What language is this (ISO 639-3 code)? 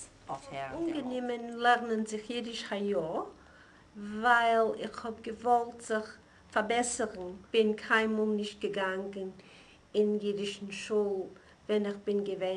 yid